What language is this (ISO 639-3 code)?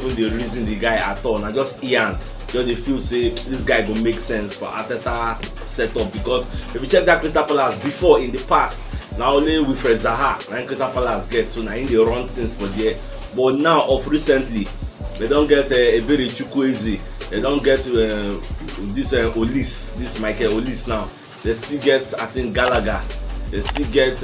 pcm